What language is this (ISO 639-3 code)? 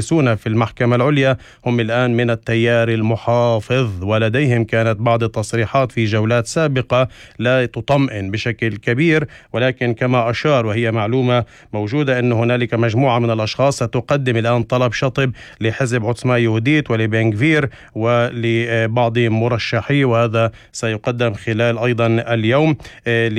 ara